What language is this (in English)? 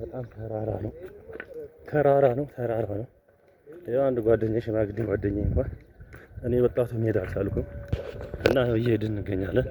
Amharic